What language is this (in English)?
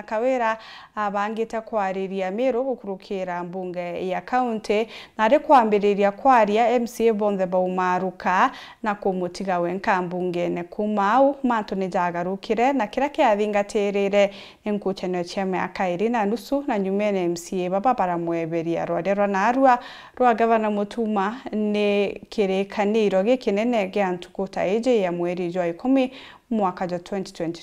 Meru